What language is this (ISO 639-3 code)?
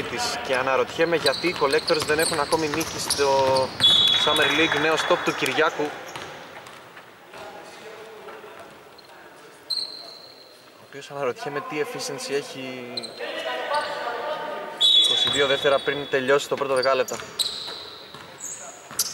ell